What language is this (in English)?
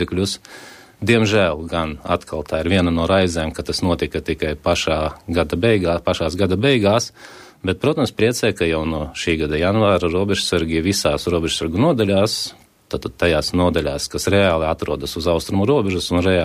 Latvian